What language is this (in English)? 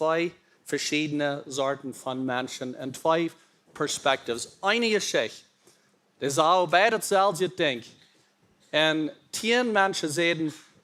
Plautdietsch